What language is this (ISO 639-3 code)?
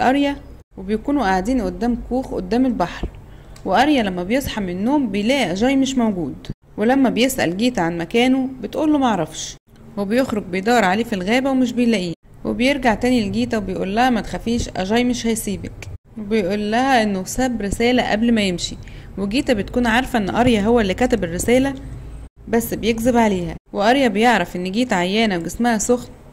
arz